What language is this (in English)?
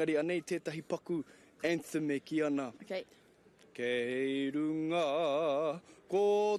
Māori